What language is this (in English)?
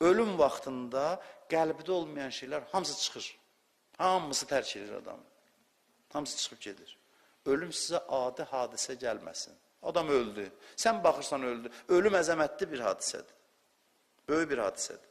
Azerbaijani